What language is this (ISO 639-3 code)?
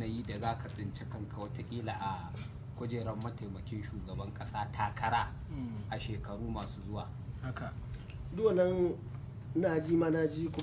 hau